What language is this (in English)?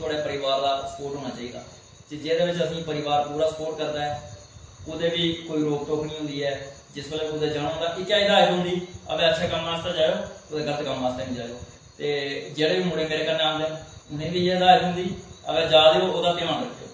Dogri